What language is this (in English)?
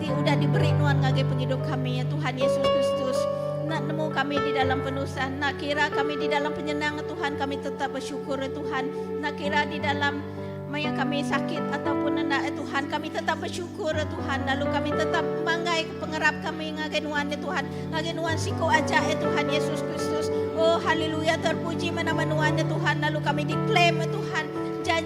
Iban